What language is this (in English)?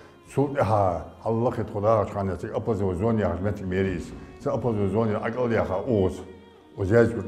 Ingush